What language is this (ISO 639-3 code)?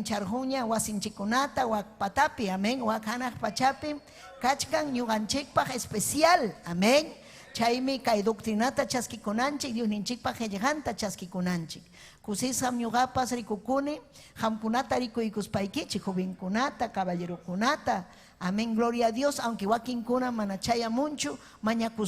quy